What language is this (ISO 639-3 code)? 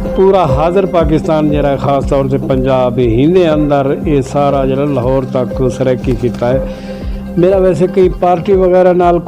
skr